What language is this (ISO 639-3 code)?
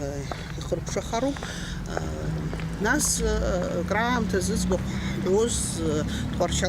abk